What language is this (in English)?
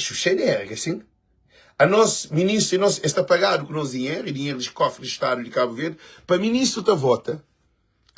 Kabuverdianu